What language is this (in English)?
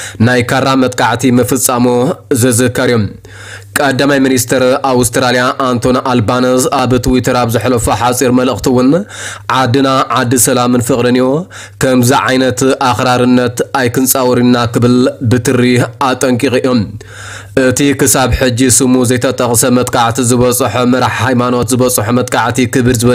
Tigrinya